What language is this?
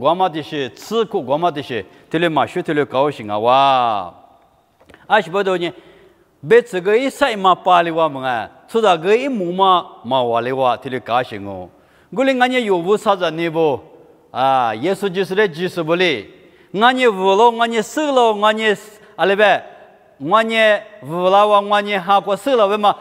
Lisu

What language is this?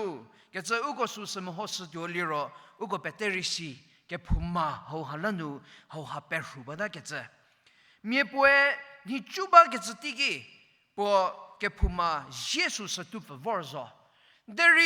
Angami Naga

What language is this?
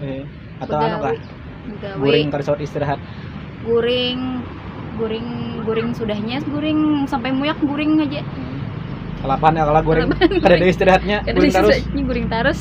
Banjar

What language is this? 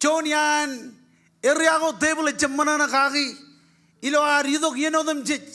Marshallese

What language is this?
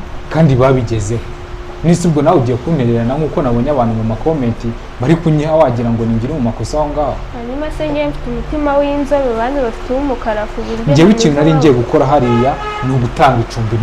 Kinyarwanda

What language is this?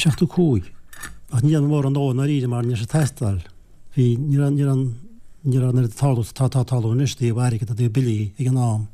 Irish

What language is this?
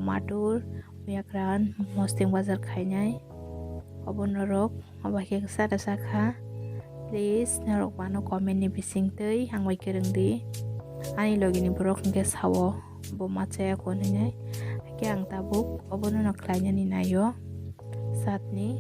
Kok Borok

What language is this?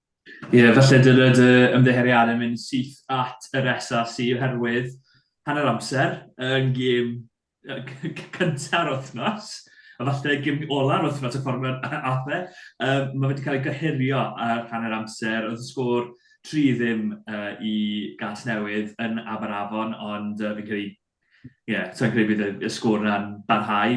Welsh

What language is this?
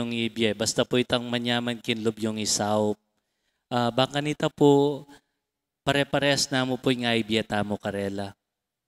Pampanga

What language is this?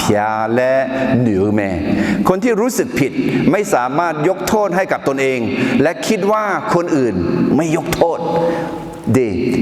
Akha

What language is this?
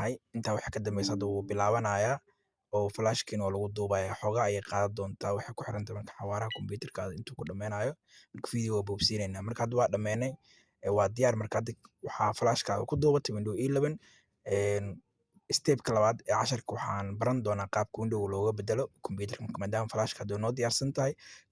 Somali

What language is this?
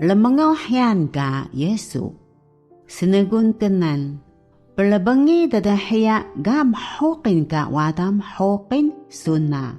Taroko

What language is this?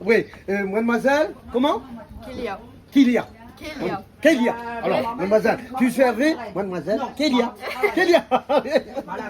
Réunion Creole French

